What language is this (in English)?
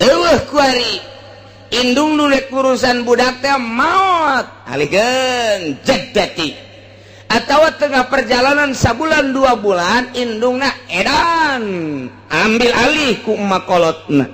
Sundanese